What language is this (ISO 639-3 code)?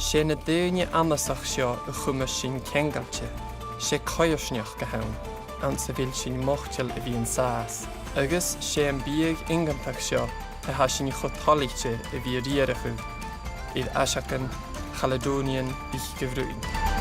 gla